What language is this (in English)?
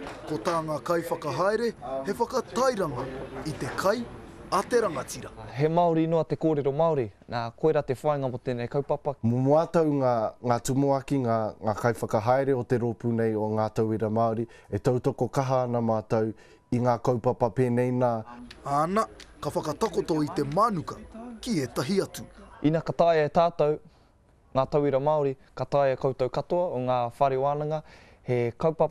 Māori